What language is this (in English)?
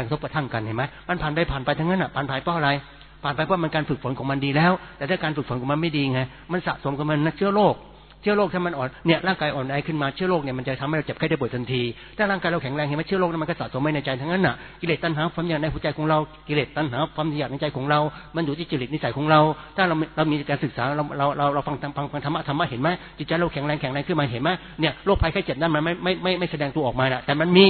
Thai